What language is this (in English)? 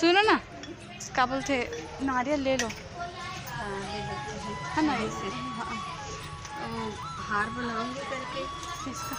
Chhattisgarhi